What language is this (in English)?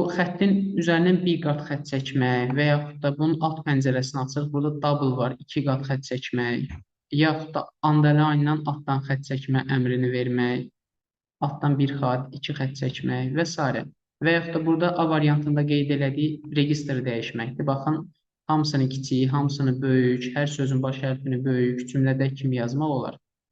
Azerbaijani